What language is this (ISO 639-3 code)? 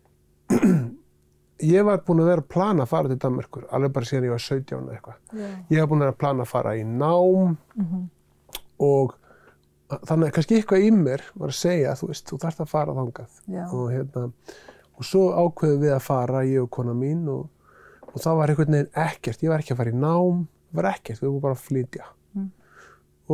isl